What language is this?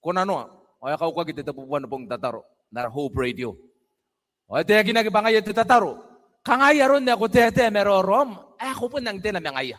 Gilbertese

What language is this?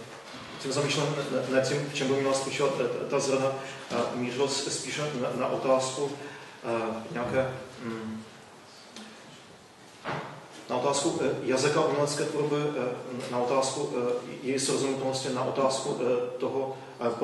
Czech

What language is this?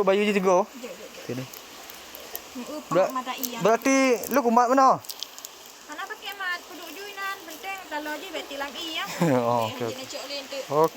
Achinese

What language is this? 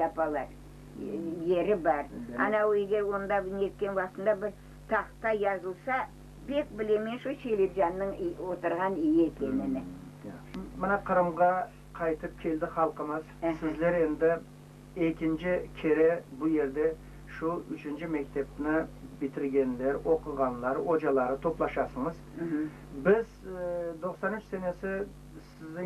Crimean Tatar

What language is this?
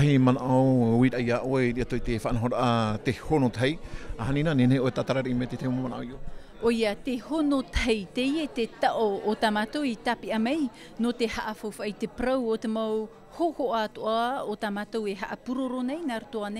Tahitian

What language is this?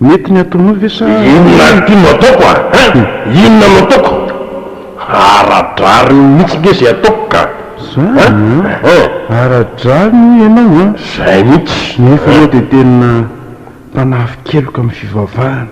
Malagasy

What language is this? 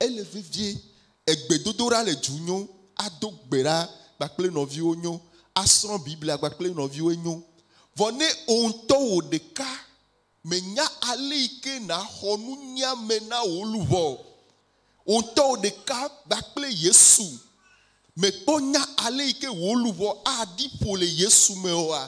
Ewe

